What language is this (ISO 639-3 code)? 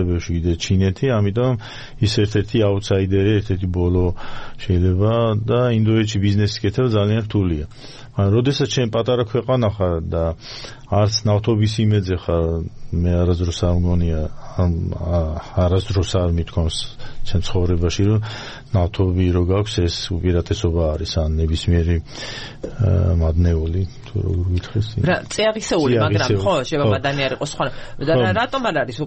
kat